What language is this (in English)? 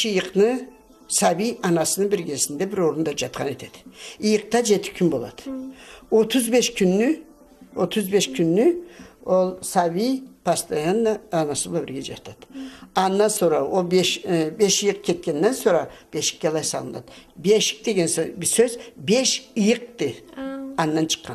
Karachay-Balkar